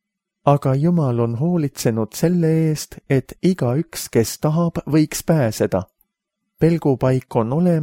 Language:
Estonian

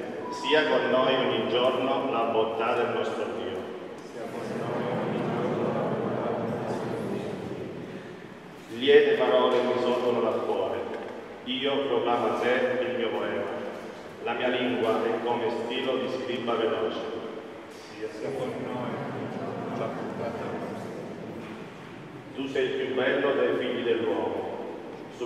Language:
Italian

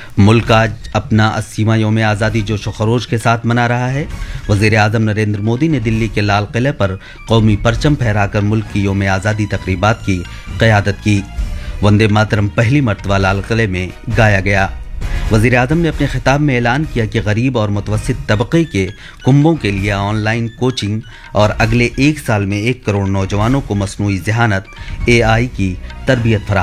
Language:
Urdu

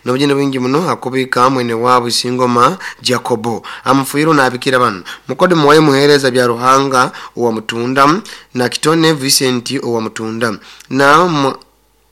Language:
Nyoro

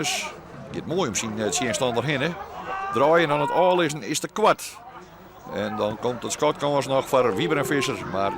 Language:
Western Frisian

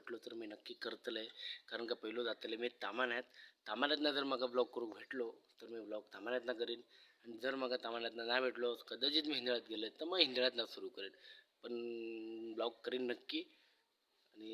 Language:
Konkani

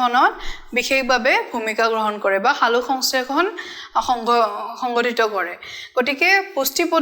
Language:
Assamese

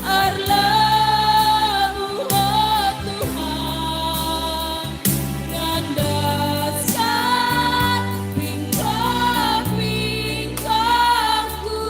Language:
Batak Karo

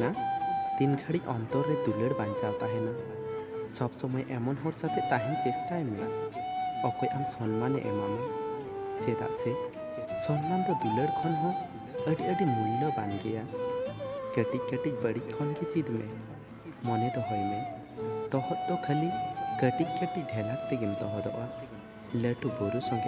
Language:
Santali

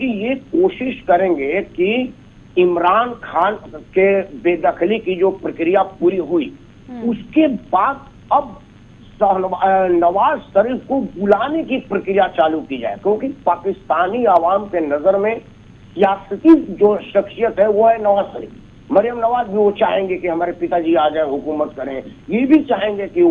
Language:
Hindi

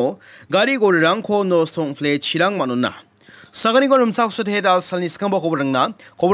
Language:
Garo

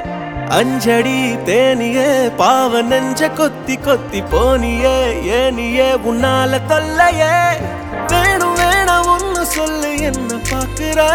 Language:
Tamil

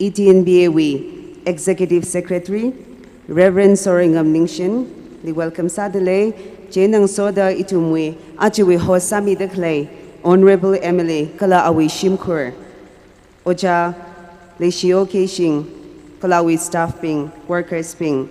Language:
Tangkhul Naga (India)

